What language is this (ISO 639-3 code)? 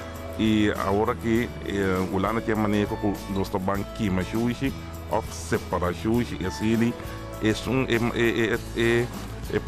pap